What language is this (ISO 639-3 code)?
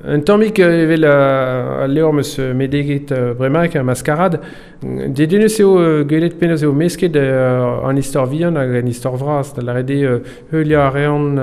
bre